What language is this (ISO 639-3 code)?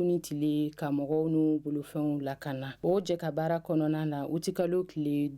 bam